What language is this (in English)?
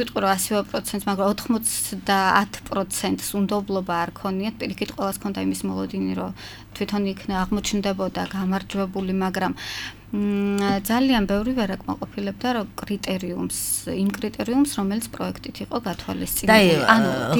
Georgian